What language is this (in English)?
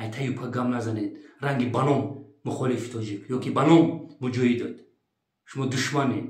Tajik